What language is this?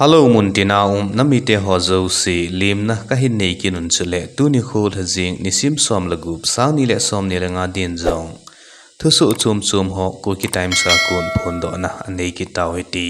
Thado Chin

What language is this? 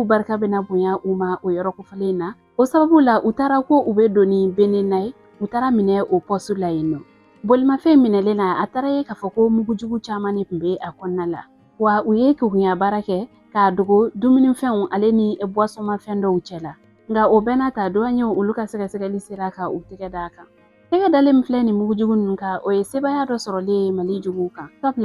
Bambara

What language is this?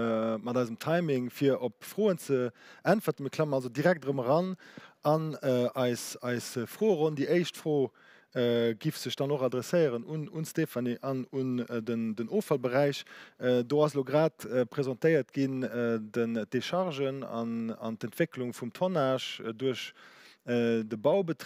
Luxembourgish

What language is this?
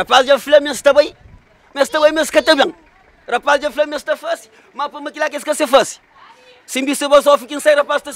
Kabuverdianu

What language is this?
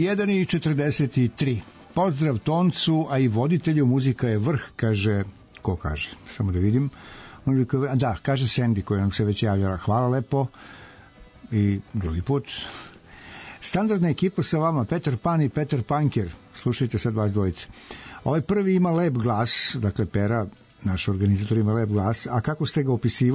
Serbian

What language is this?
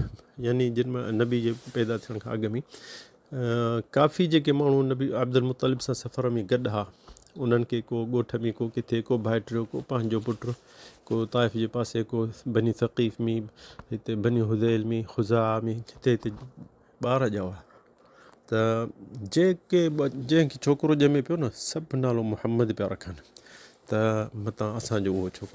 Sindhi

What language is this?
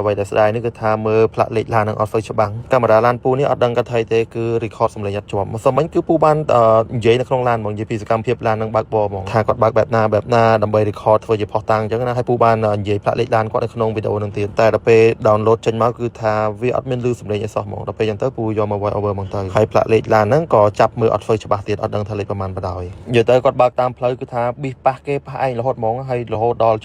Khmer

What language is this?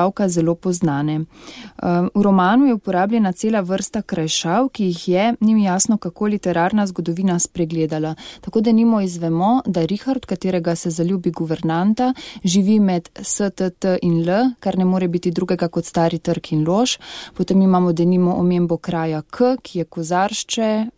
Slovenian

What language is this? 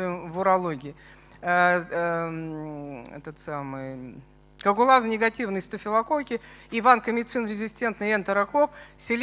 Russian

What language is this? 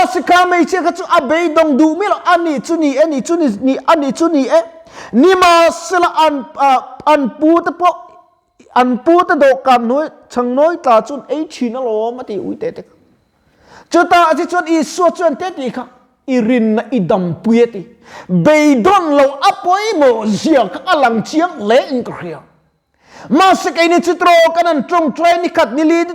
Mizo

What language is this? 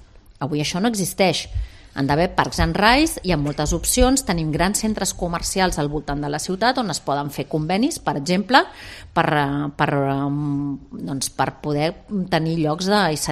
Catalan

